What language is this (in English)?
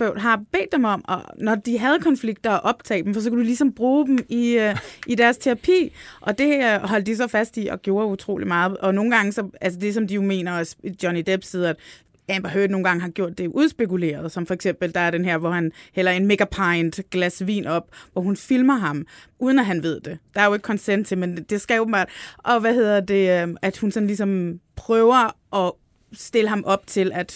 Danish